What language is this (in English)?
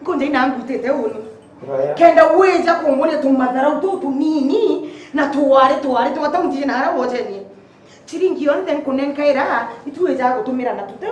Meru